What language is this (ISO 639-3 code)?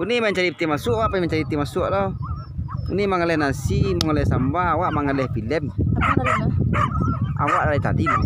min